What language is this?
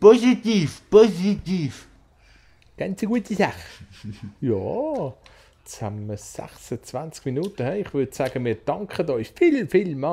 Swiss German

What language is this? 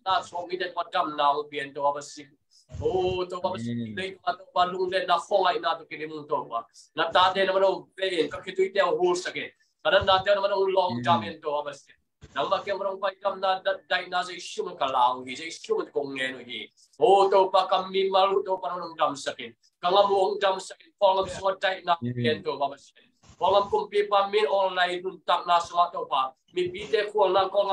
Tedim Chin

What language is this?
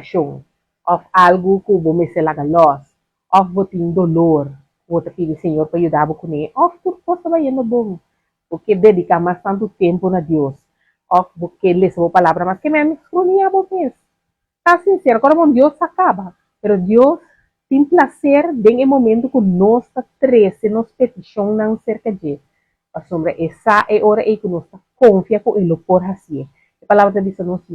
Papiamento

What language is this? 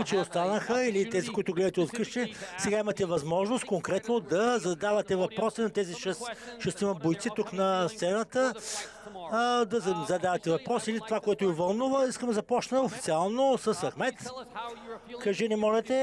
Bulgarian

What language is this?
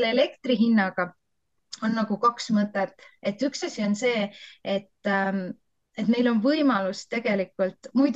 Estonian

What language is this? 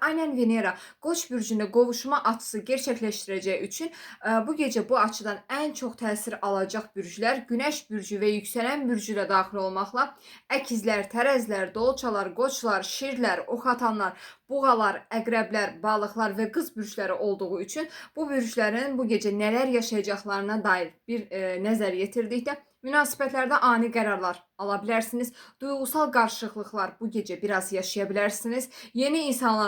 Azerbaijani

